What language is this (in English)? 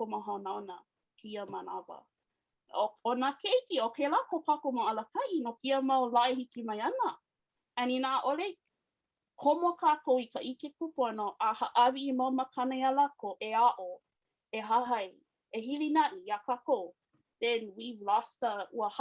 Hawaiian